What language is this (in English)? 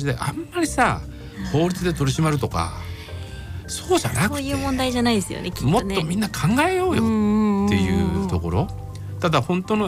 Japanese